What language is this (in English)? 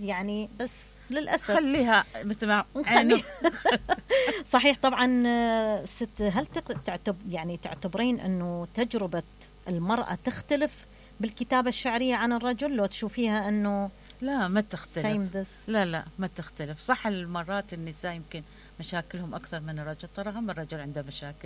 Mesopotamian Arabic